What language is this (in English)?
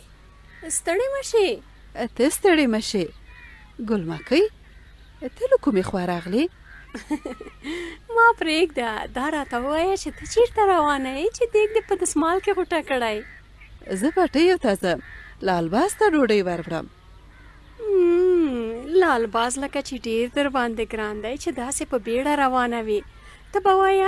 Pashto